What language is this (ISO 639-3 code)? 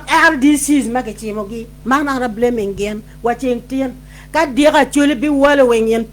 ach